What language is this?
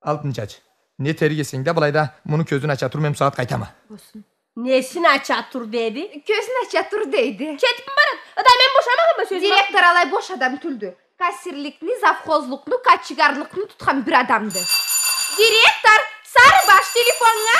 Karachay-Balkar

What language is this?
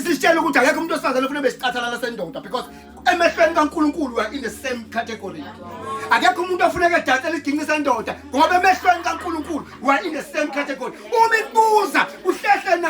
Zulu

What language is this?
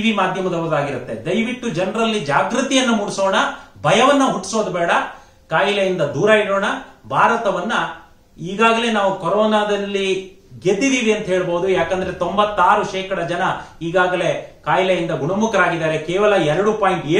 Kannada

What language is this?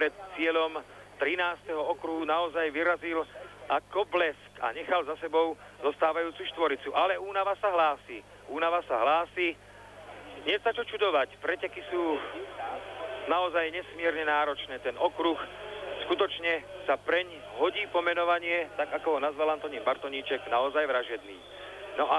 Slovak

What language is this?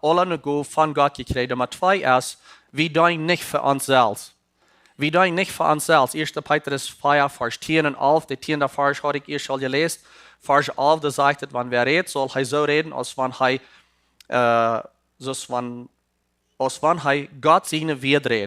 Plautdietsch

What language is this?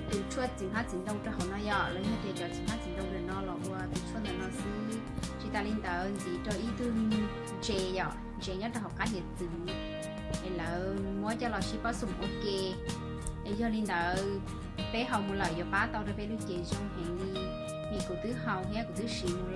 Hmong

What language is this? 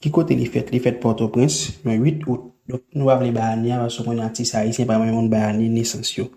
Haitian Creole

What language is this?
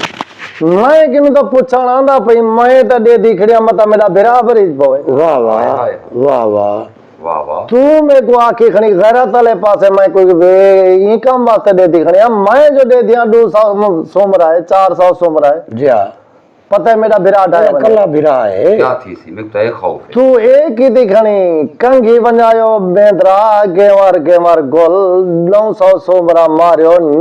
Saraiki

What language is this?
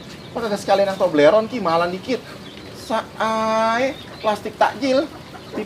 Betawi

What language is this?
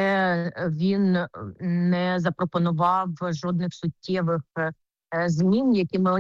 Ukrainian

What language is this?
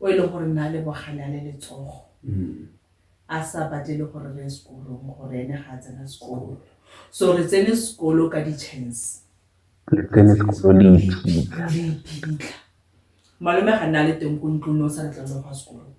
Tswana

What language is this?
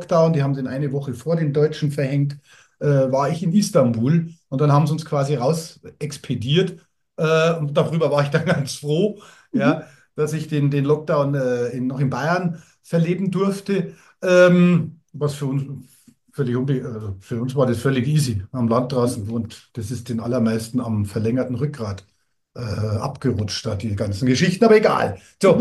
German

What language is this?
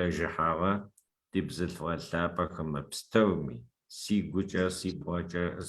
Adyghe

